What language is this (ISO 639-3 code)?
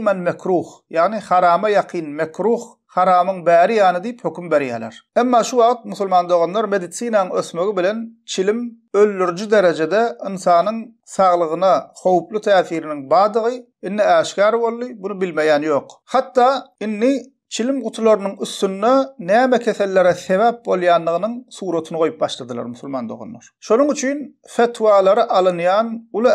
tuk